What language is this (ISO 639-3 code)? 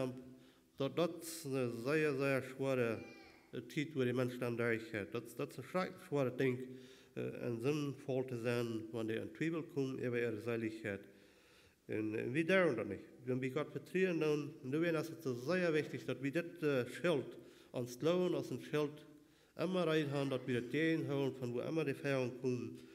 pdt